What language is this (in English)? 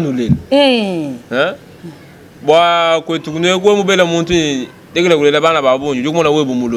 Luba-Lulua